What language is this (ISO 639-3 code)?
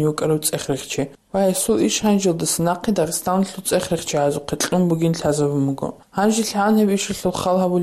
ava